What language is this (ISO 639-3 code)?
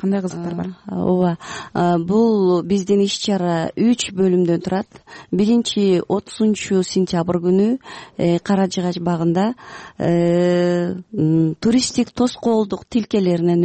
kir